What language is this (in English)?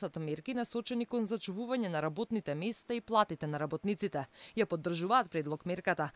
Macedonian